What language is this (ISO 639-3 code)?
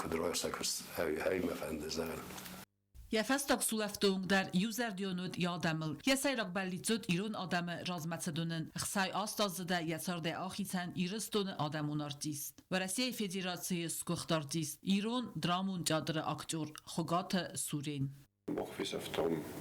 oss